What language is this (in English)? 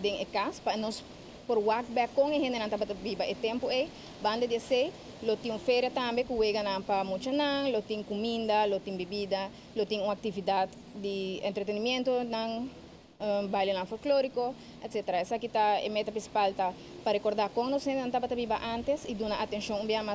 Papiamento